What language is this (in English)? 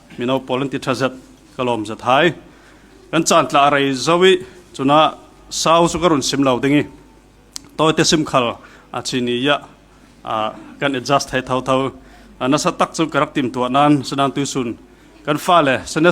Falam Chin